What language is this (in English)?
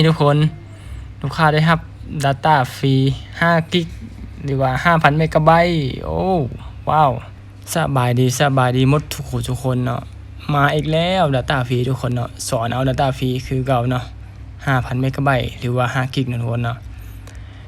Lao